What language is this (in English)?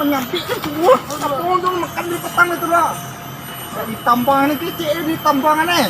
Minangkabau